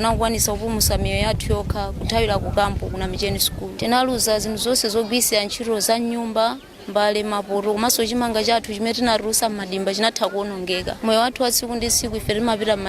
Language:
Nyanja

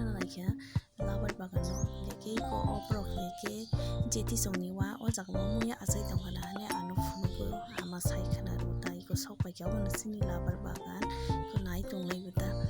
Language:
Kok Borok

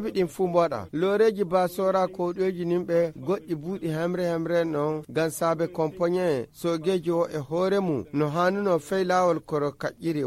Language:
Nigerian Fulfulde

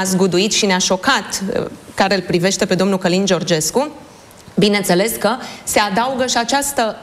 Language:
Romanian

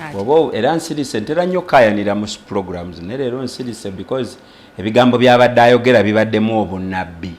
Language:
Ganda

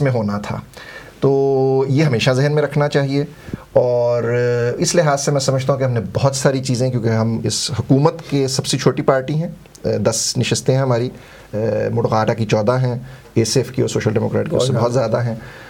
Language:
Urdu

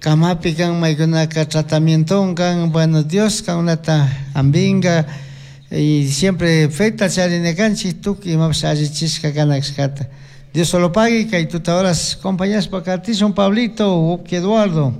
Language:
Chimborazo Highland Quichua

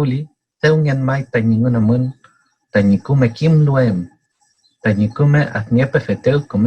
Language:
Mapuche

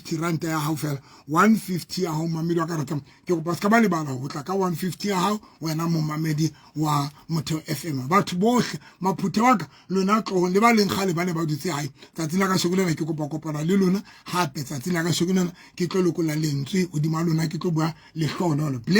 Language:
Southern Sotho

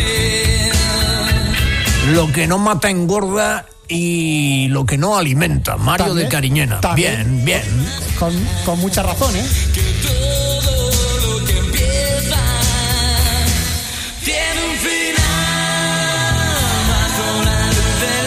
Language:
Spanish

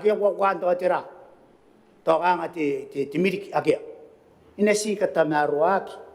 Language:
Gilbertese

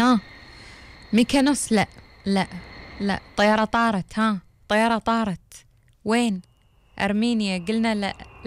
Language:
Gulf Arabic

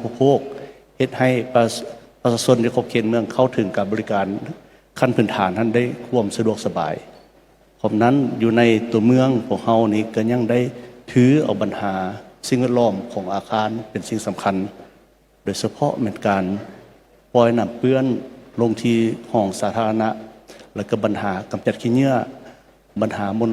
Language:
Lao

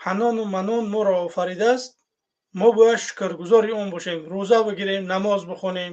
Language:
Tajik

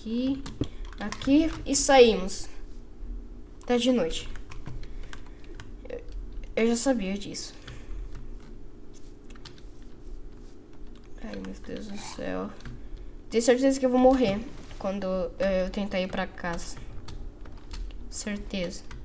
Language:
Portuguese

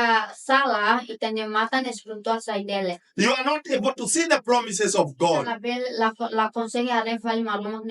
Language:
Tetum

